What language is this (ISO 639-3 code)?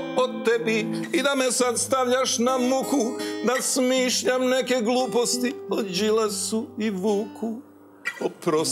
srp